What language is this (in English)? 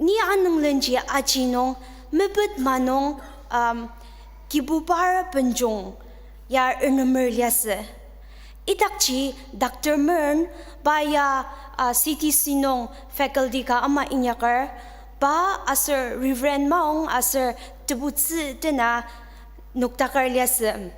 Ao Naga